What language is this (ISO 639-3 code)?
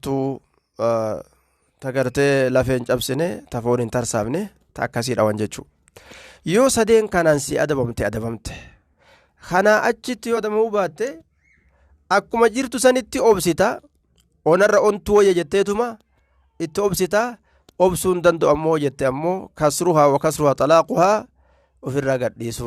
orm